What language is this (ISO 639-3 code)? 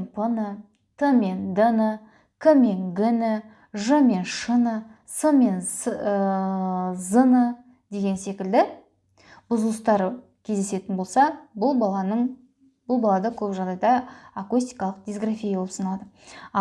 kaz